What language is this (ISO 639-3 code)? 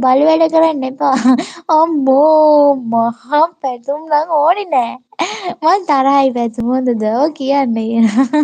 sin